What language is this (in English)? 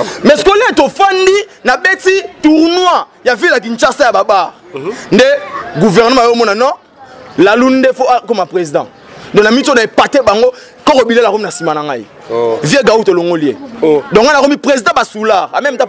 Lingala